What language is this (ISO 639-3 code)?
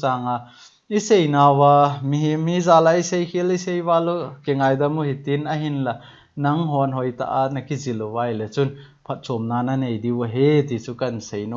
tcz